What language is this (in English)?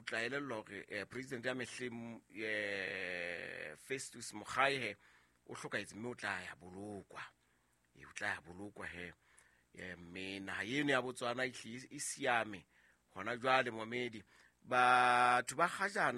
Southern Sotho